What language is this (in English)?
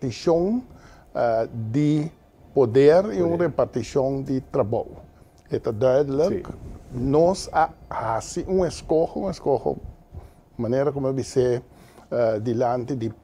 Papiamento